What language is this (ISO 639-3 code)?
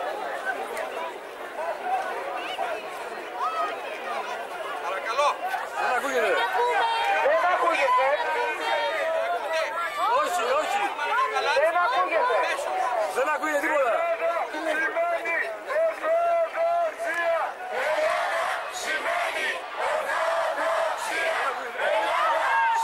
ell